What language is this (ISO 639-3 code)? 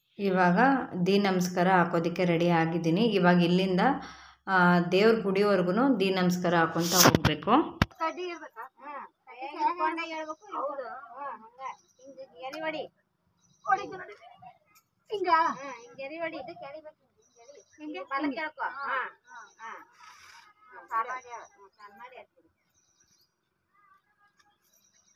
kan